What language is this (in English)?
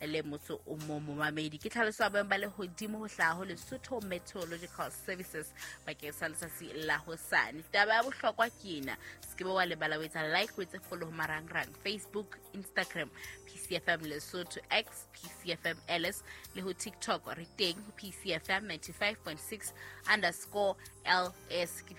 Southern Sotho